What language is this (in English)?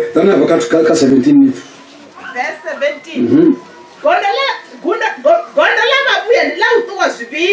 Venda